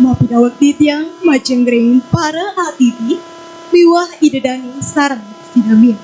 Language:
Balinese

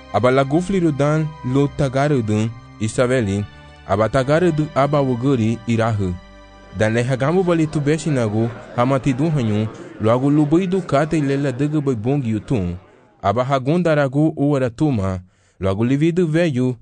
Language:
Garifuna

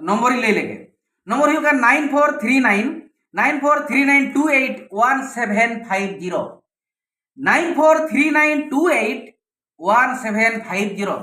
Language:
Santali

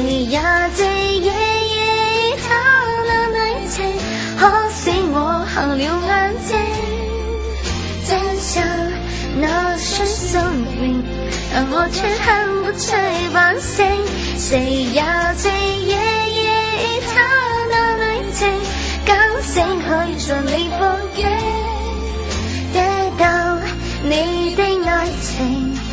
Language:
Chinese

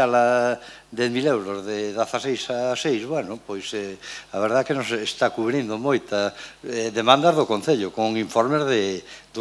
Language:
Galician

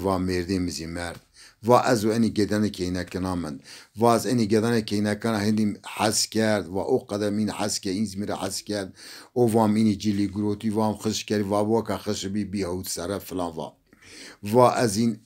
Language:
Zaza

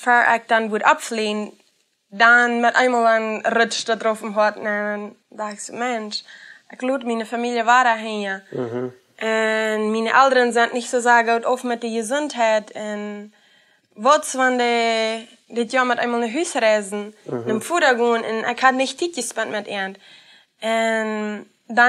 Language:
Plautdietsch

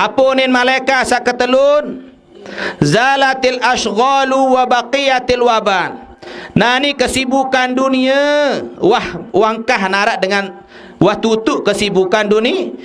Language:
Sasak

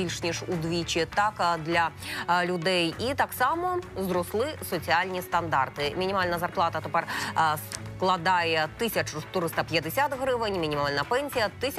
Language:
Ukrainian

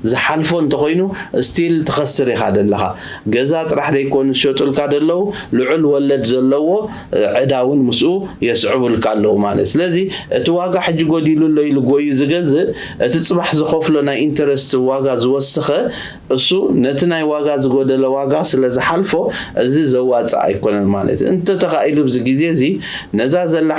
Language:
Tigrinya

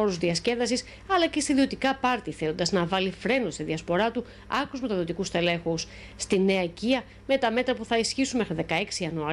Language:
Greek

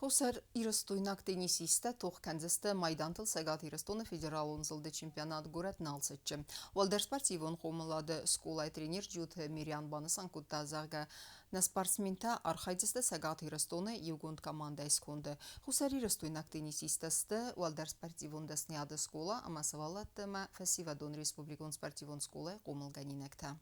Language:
Ossetic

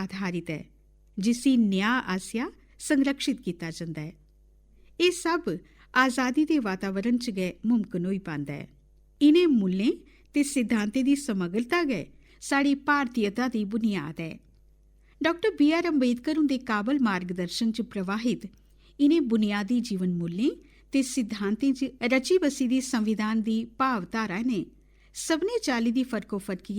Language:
Dogri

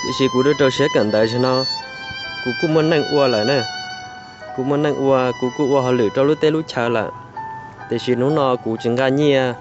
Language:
Hmong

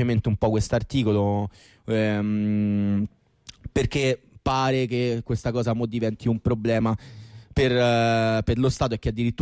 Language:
Italian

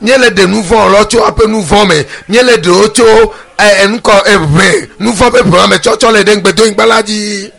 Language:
Ewe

